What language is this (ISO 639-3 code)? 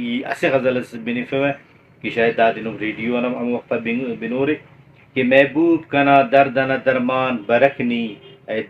brh